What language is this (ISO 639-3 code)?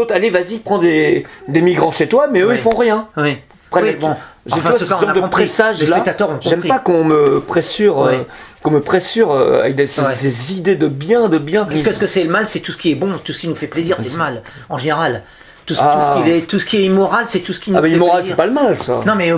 fra